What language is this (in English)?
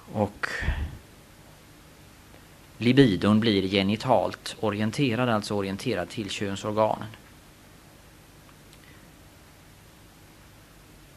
Swedish